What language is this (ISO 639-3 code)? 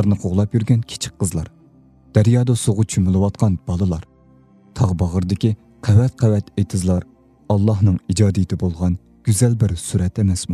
uig